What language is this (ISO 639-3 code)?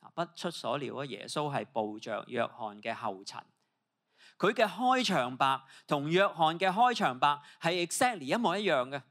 yue